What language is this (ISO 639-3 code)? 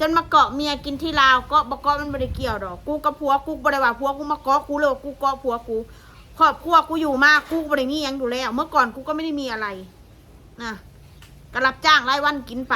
tts